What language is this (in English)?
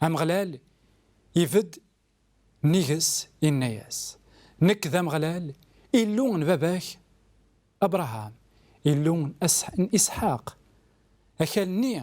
Kabyle